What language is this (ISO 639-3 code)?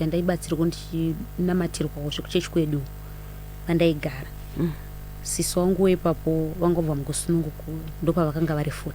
sna